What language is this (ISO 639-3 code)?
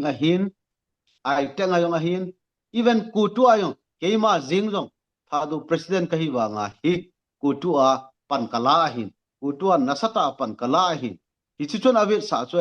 tcz